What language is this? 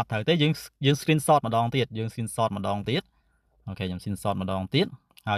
Khmer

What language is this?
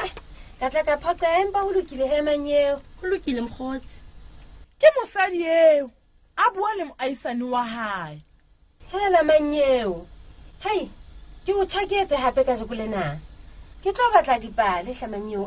Southern Sotho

